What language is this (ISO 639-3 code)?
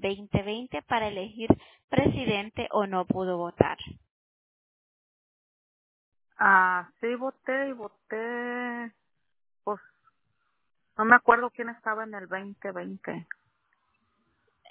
spa